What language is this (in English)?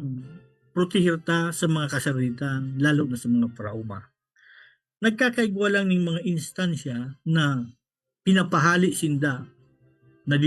Bikol